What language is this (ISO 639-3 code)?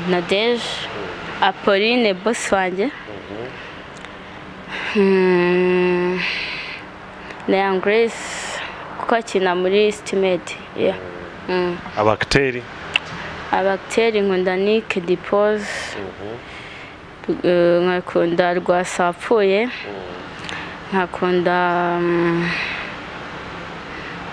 kin